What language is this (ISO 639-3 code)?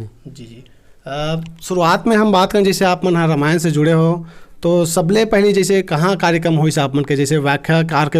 hne